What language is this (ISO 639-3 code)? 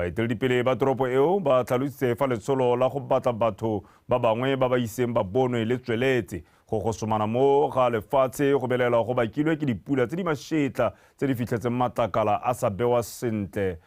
tsn